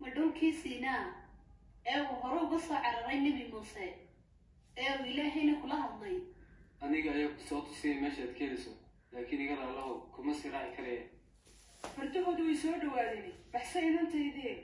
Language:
Somali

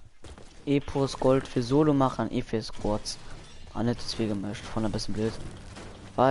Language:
Luxembourgish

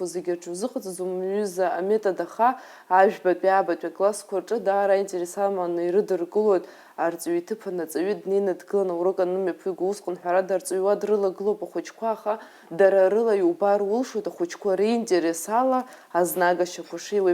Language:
Abkhazian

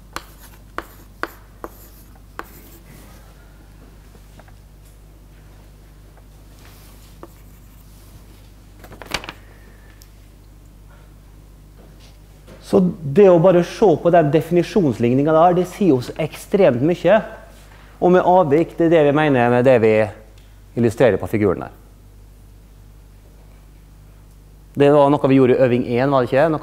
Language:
Norwegian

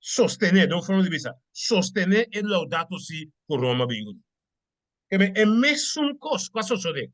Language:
Papiamento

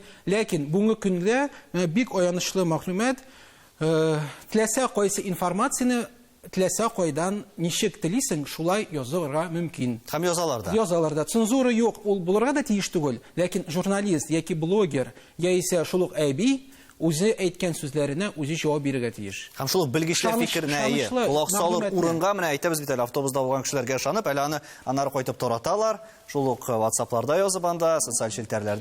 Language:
Tatar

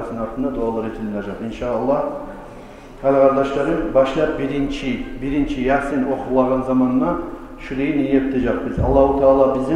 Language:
Kumyk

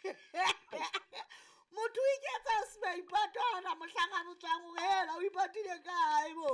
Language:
Southern Sotho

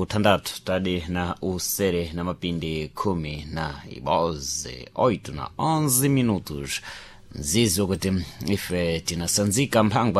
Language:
Sena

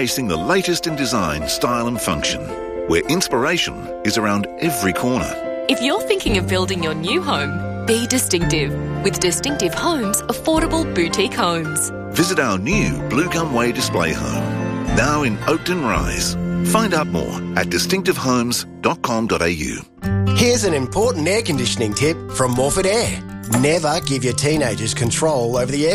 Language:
English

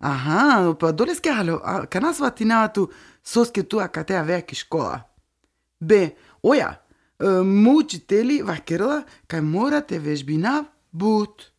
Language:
Slovenian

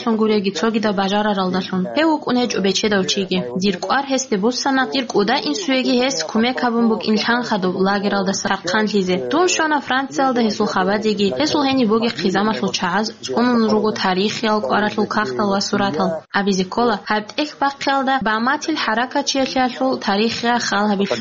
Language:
Avaric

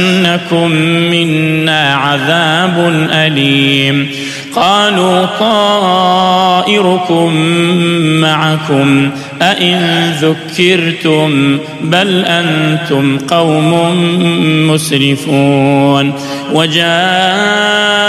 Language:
Arabic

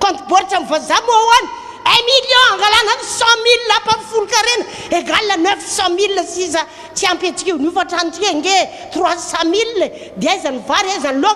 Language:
Malagasy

